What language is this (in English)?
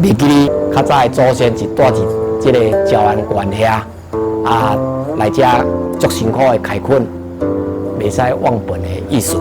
Min Nan Chinese